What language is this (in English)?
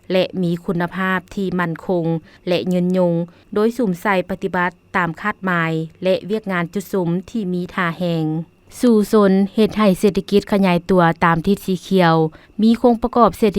Lao